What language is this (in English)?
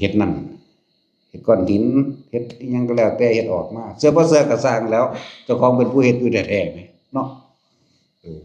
Northeastern Thai